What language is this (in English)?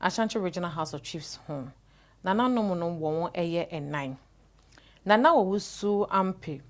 Akan